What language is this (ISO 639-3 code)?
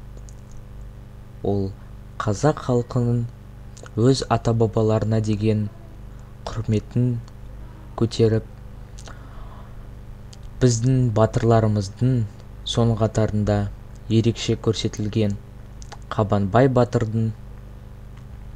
kaz